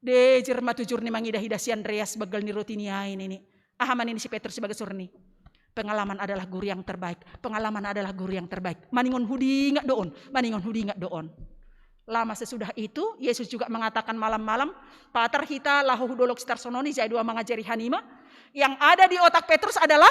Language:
Batak Simalungun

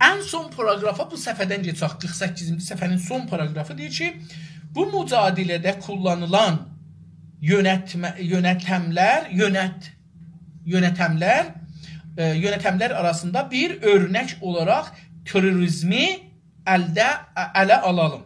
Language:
South Azerbaijani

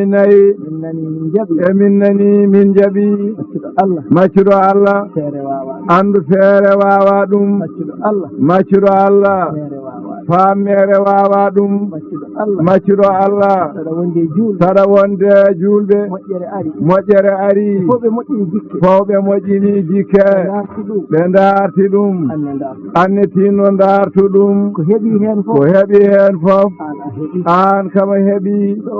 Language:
Fula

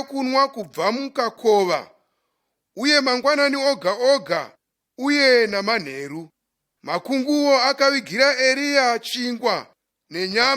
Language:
Shona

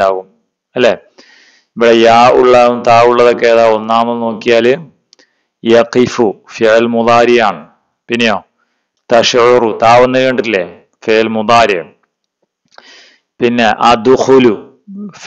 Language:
Malayalam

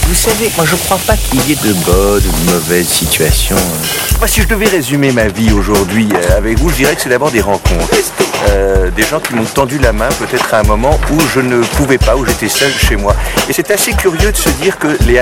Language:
French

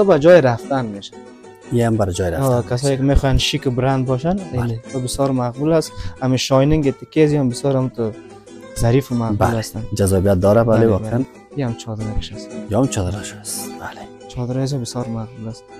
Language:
Persian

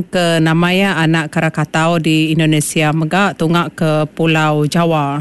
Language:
Iban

